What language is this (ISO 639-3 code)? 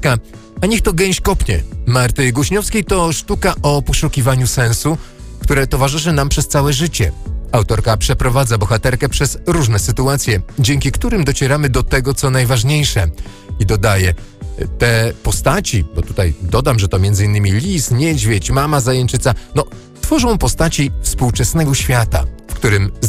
pol